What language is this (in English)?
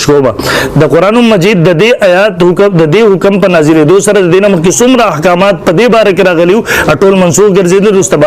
Pashto